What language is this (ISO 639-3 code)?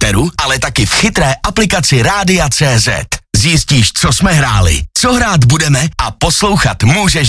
ces